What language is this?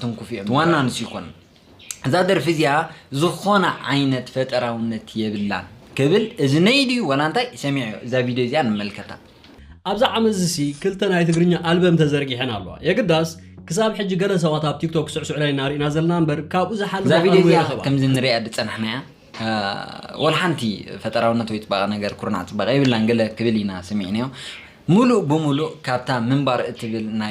Tigrinya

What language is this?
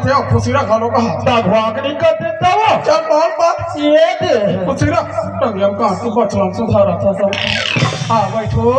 Chhattisgarhi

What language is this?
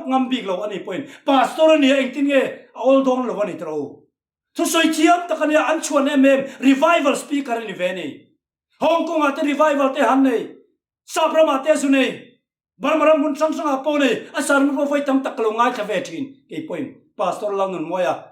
Mizo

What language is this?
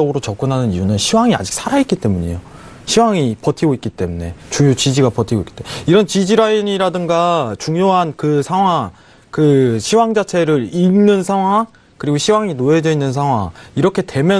Korean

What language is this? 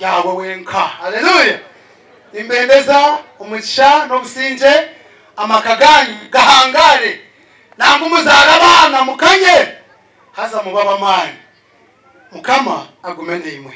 Nyankole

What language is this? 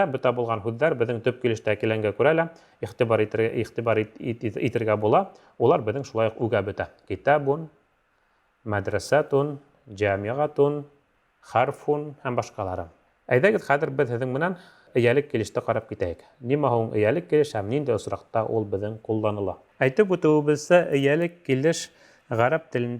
Bashkir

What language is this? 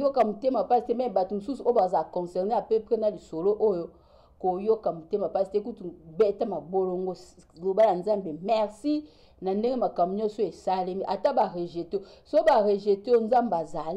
Lingala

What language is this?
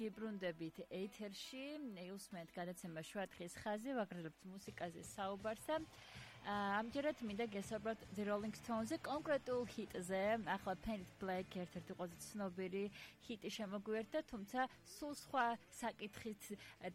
Georgian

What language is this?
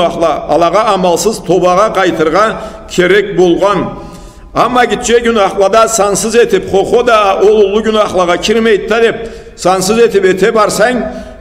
Karachay-Balkar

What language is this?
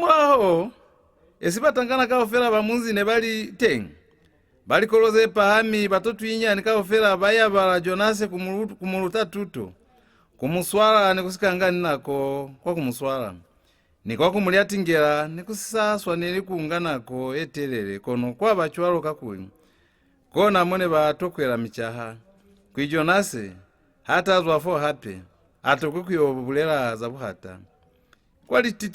Lozi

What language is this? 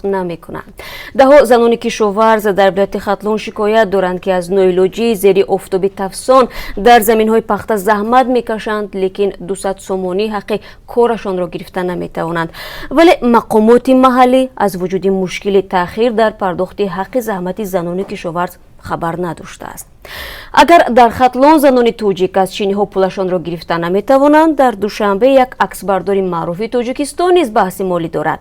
Tajik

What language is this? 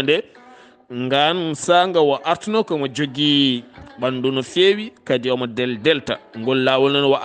Fula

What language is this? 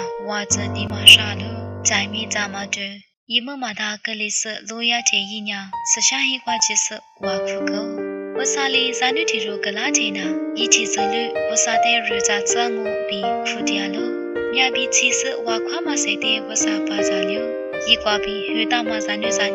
Lisu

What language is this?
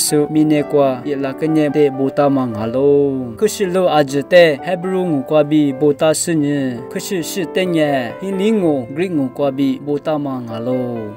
Lisu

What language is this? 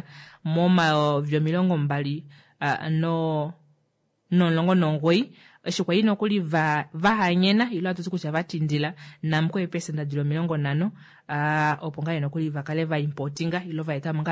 Kuanyama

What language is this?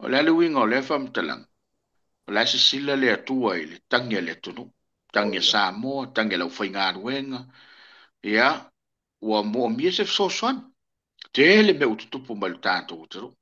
Samoan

